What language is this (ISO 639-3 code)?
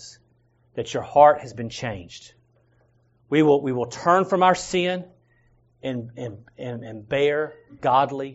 eng